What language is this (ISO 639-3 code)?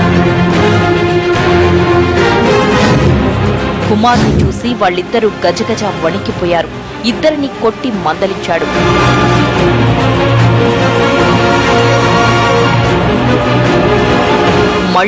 tel